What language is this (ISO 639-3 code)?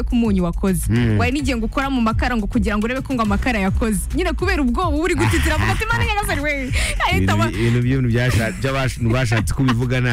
kin